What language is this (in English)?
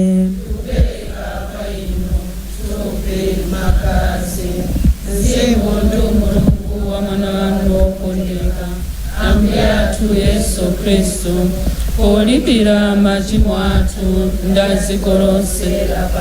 Nyanja